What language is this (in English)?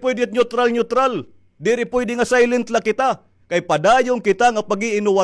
Waray